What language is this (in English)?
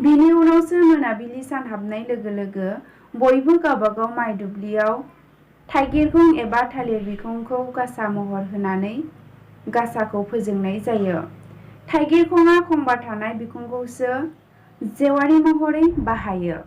Bodo